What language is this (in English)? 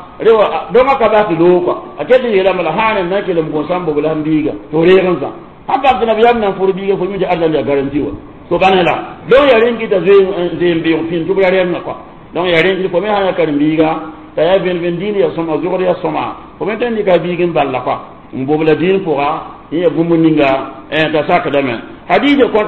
Mossi